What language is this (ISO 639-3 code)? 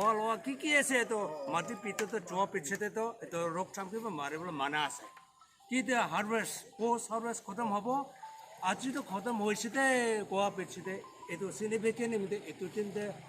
nag